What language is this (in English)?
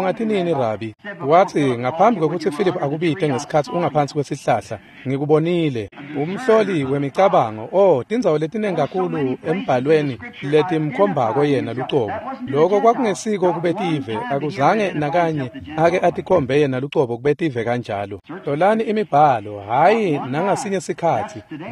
Swati